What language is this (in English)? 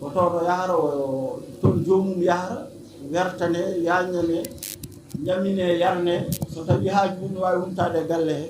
Fula